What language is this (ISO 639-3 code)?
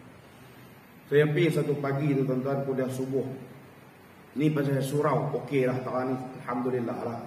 msa